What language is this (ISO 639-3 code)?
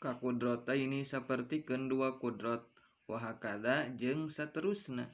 sun